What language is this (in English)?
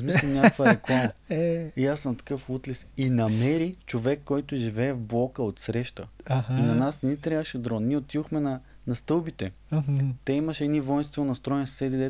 Bulgarian